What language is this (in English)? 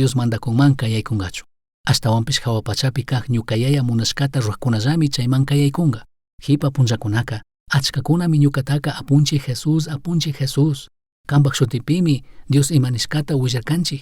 Chimborazo Highland Quichua